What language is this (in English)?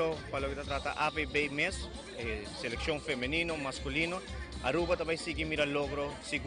Papiamento